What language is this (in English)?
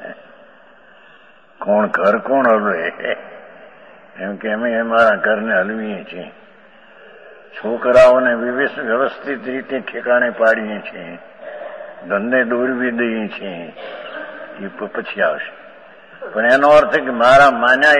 Gujarati